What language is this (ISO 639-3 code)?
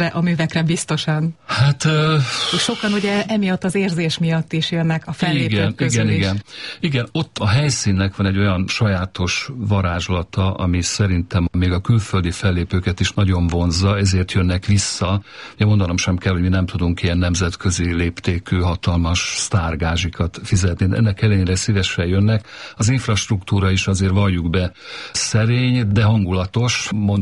hun